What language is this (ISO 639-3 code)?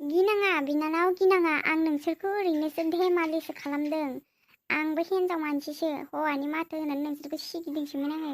brx